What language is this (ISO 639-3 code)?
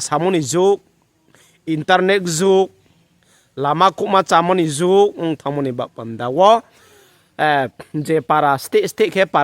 ria